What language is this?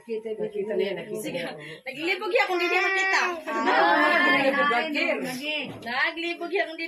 Waray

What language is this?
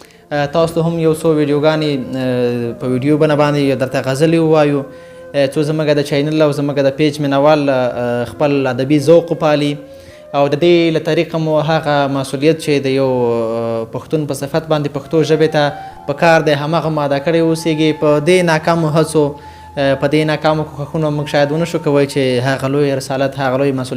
Pashto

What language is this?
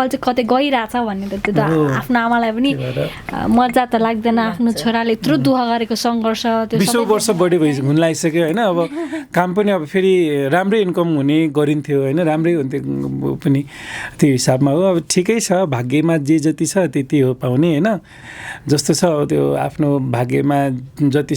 Nepali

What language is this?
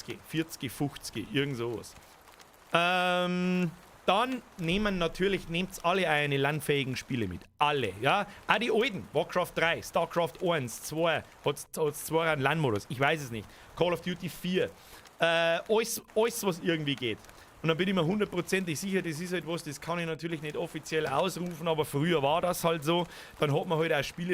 Bavarian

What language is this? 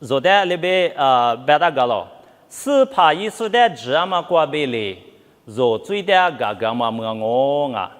Lisu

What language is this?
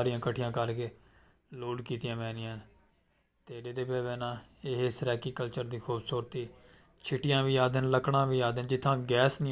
Saraiki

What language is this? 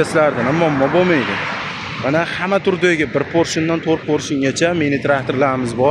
Uzbek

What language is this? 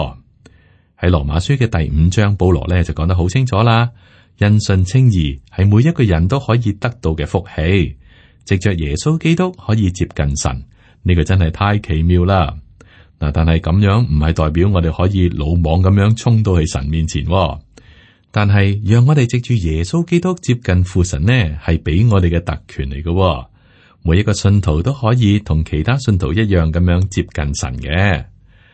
Cantonese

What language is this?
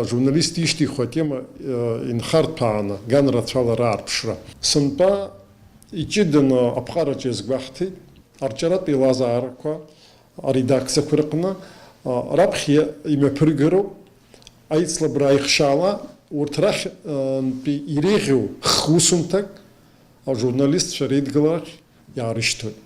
Abkhazian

